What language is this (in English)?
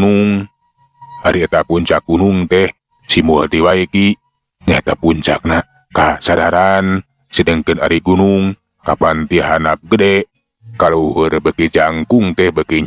Sundanese